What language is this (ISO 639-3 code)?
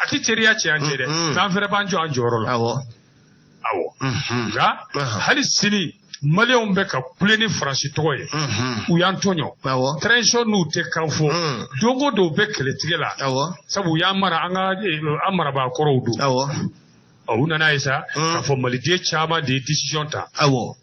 bam